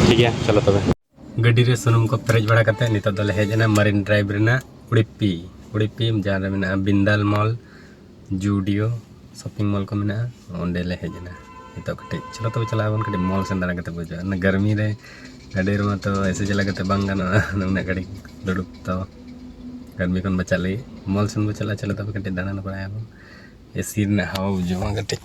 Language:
Santali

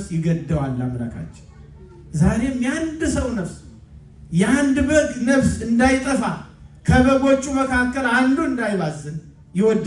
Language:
Amharic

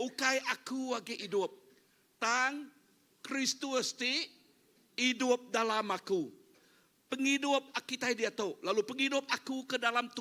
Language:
Iban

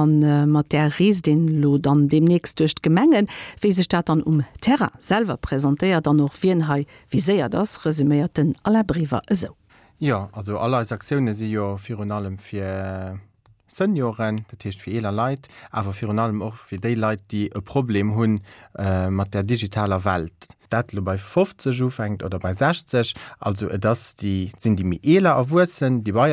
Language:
Luxembourgish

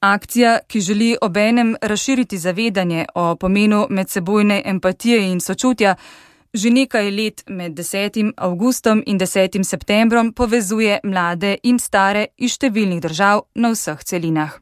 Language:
Slovenian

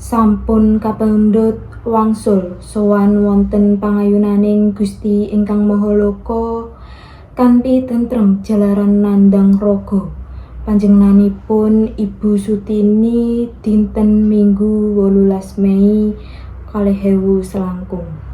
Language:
Javanese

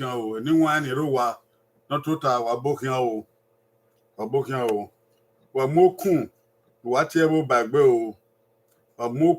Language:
Bini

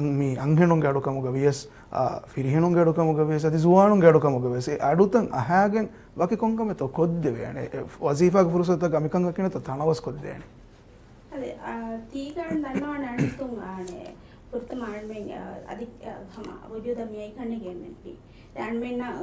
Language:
Divehi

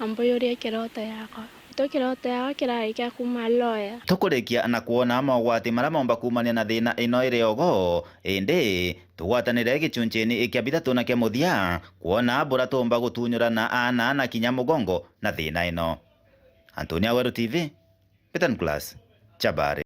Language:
Meru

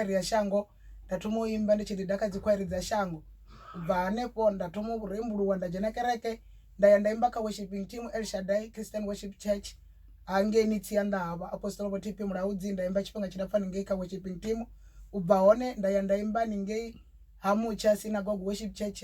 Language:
Venda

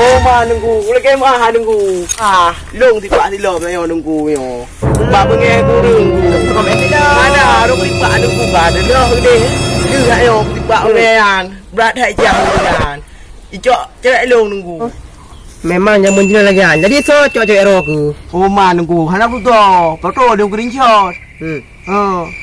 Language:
Achinese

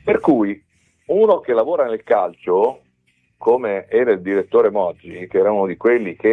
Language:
Italian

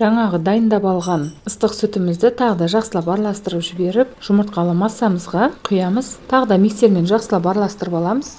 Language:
Kazakh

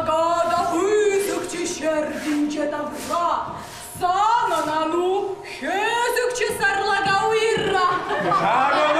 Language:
Chuvash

